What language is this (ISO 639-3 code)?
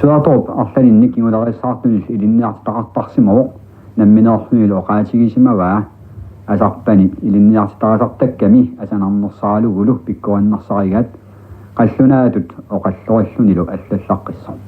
kal